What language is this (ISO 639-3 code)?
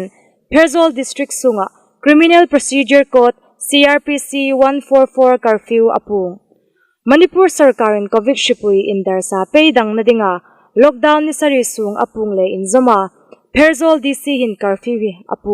hmr